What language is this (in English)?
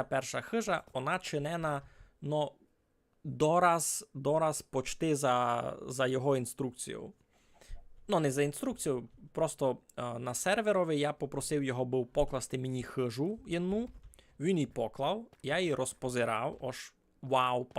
Rusyn